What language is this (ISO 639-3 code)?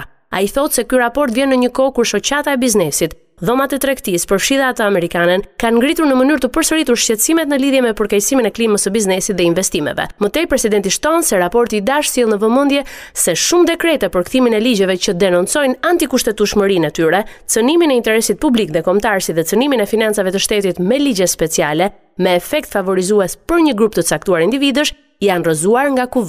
sqi